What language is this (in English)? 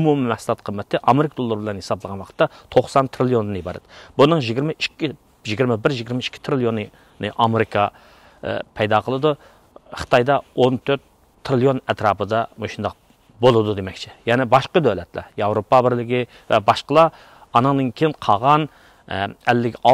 Uyghur